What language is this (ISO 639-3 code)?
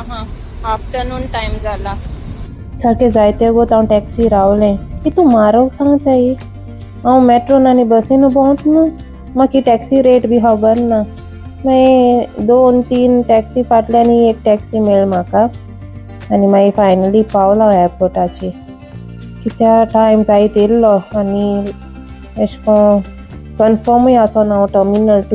kok